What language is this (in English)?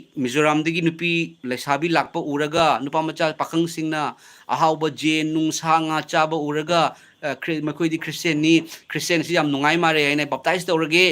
Manipuri